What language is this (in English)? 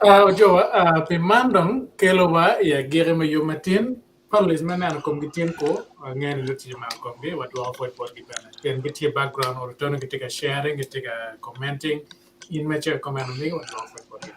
Acoli